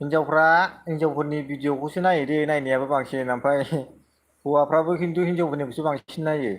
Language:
Bodo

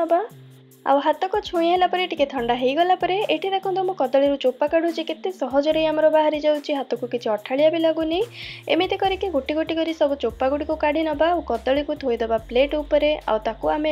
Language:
Odia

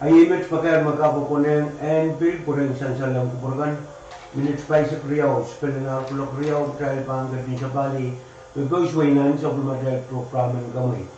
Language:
Pohnpeian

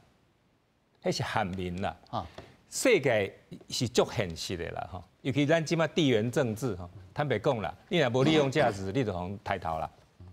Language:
Min Nan Chinese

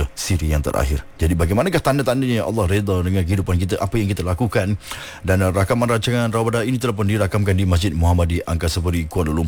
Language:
Malay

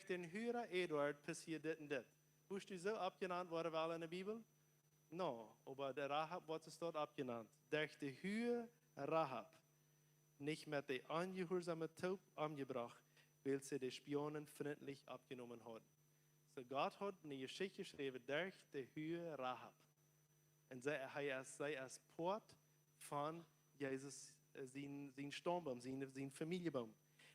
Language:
Plautdietsch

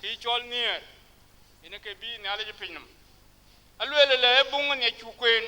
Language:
Dinka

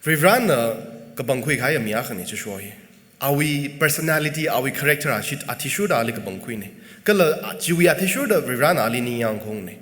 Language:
Tangkhul Naga (India)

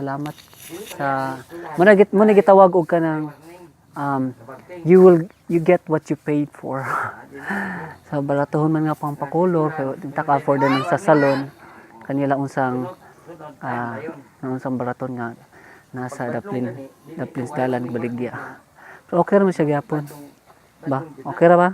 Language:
Cebuano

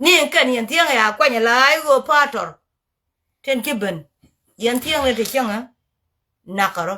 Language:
Nuer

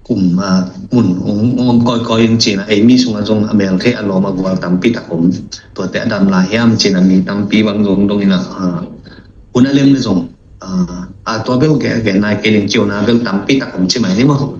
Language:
Tedim Chin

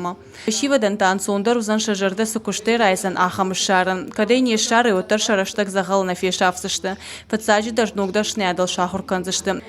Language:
Ossetic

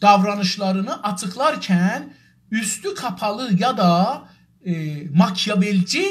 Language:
South Azerbaijani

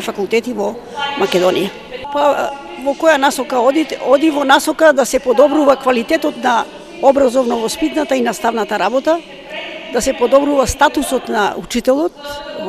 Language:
Macedonian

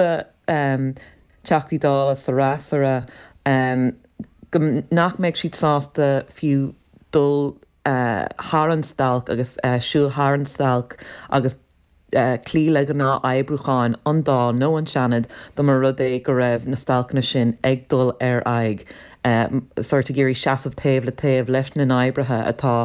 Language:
Irish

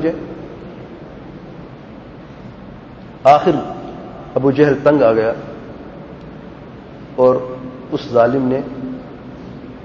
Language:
Urdu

